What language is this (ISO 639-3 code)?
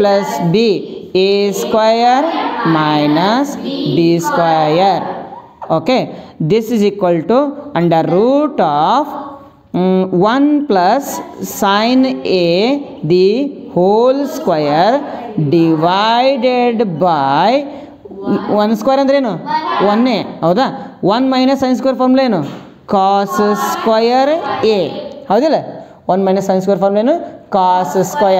kan